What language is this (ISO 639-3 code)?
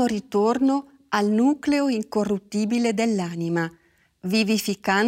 ita